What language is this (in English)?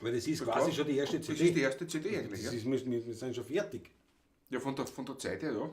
Bavarian